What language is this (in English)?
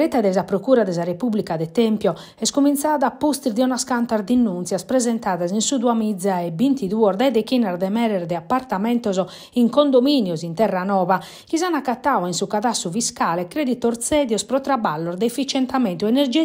Sardinian